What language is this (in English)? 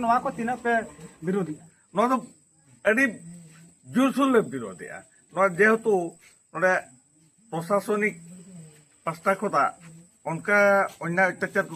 Santali